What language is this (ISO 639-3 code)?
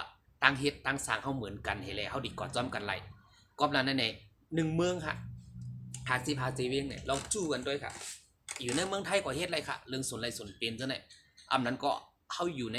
shn